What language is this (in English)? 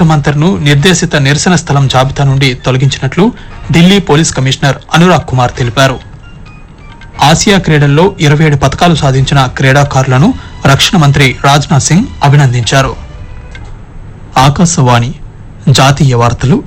Telugu